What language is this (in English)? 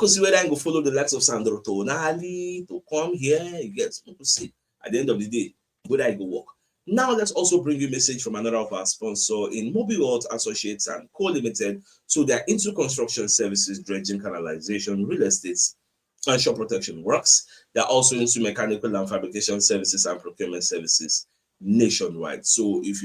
Nigerian Pidgin